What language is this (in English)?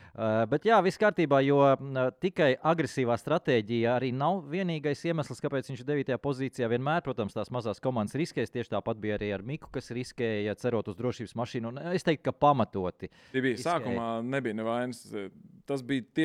Latvian